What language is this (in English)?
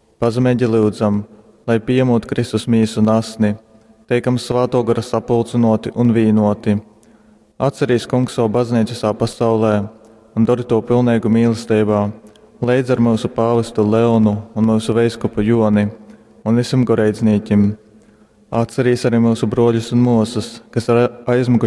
Latgalian